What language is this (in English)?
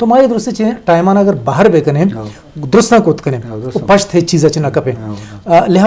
Eastern Balochi